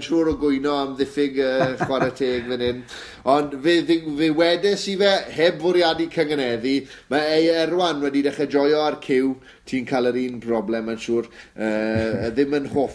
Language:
Welsh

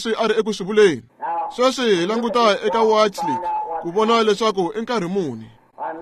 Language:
Tsonga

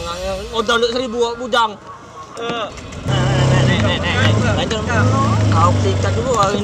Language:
Musi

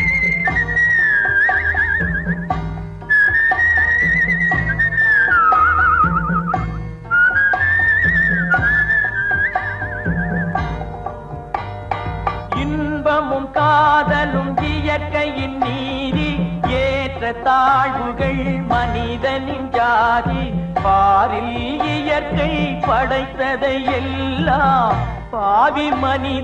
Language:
Tamil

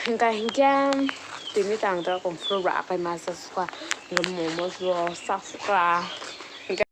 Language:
Kok Borok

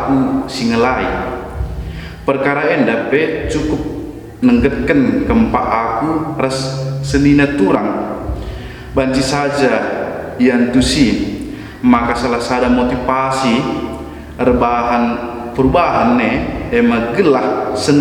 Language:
Batak Karo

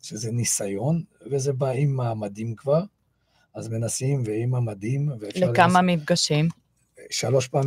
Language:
Hebrew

